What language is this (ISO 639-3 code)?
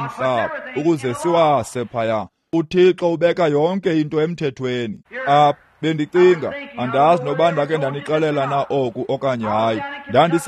xho